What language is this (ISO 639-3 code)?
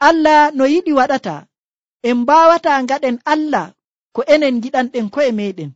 fuv